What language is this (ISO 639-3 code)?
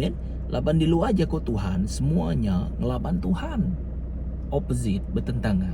iba